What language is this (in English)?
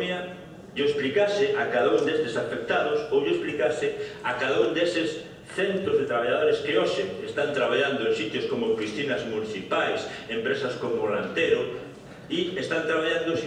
Galician